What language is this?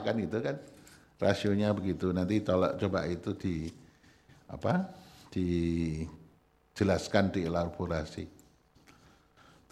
Indonesian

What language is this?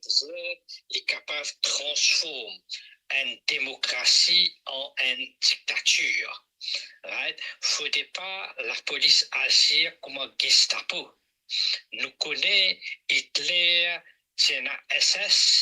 Morisyen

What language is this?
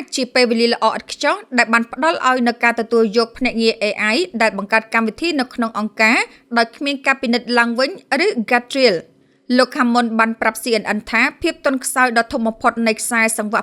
Khmer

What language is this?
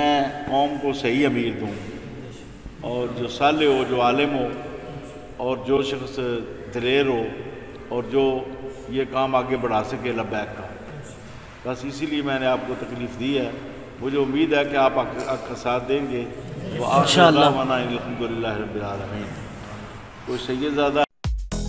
Urdu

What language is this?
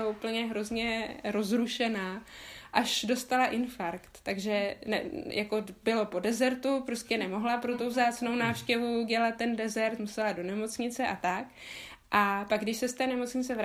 Czech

